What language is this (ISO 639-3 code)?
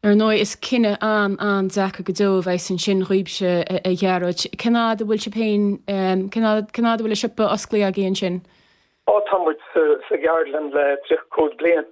gle